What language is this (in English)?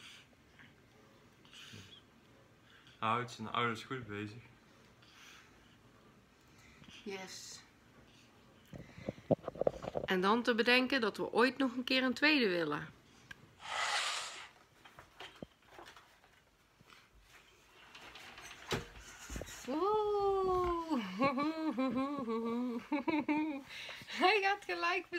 Dutch